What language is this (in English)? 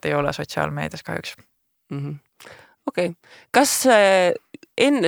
Estonian